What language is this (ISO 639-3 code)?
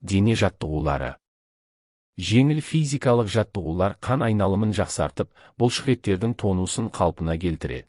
kaz